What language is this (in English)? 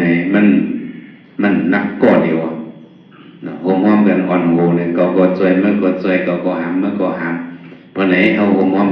Shan